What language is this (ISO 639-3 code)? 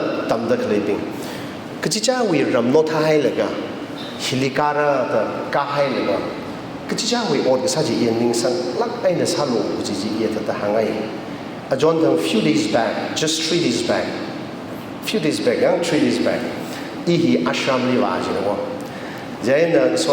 nmf